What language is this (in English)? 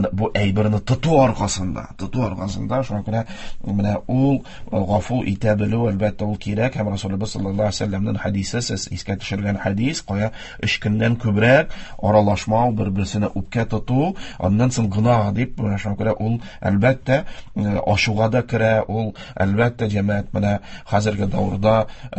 Tatar